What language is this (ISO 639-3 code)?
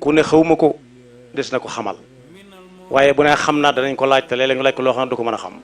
wol